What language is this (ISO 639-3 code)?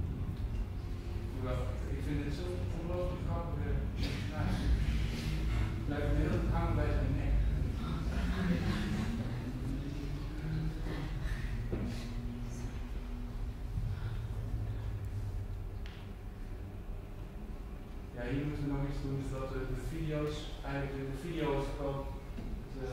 nld